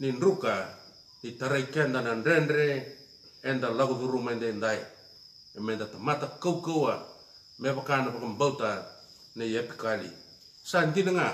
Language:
Fijian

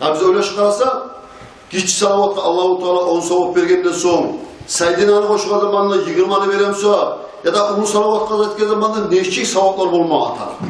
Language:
Kumyk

